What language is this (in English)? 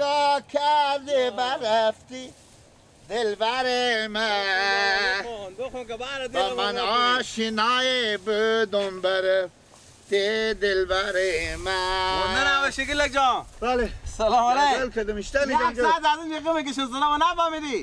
Persian